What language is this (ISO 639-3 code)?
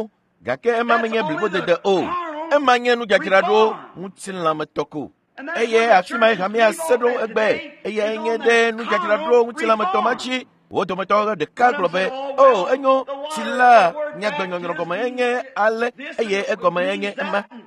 ewe